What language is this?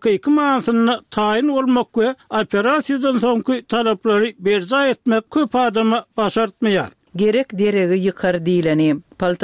Turkmen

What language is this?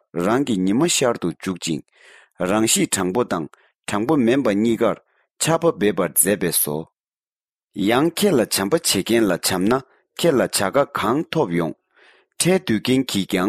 Tibetan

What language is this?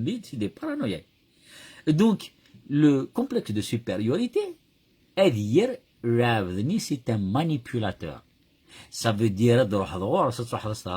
Kabyle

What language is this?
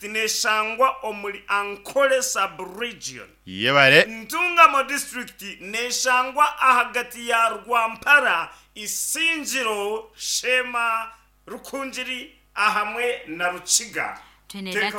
Nyankole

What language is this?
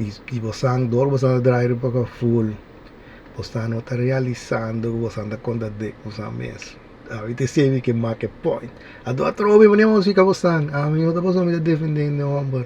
Papiamento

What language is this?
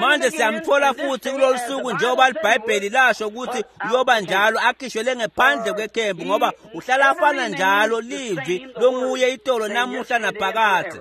Swati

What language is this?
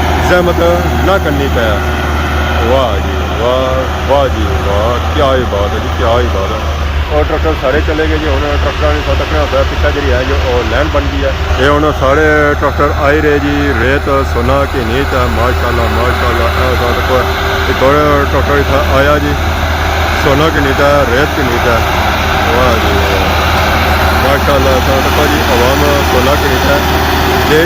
Pahari-Potwari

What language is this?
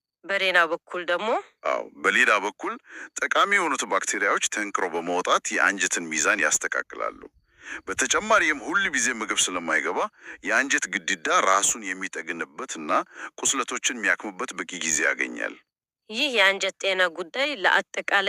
Amharic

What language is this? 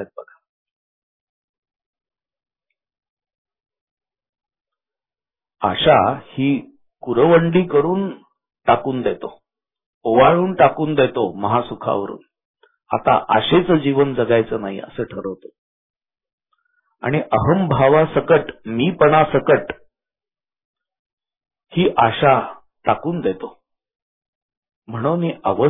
Marathi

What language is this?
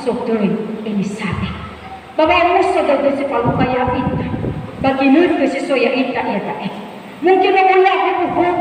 Nias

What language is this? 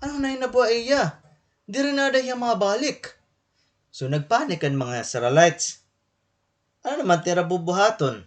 Waray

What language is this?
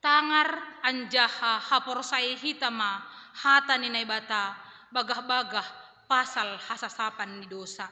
Batak Simalungun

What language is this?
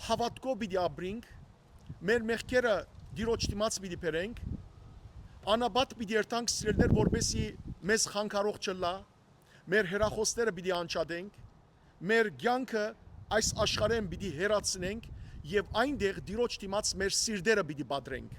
Western Armenian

